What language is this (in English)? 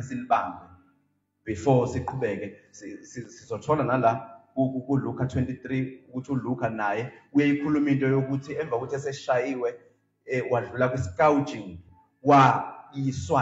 Zulu